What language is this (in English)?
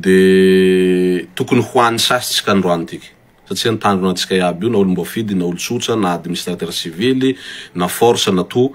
Malagasy